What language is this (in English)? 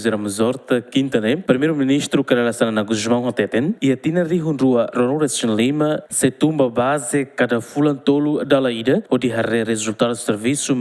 Tetum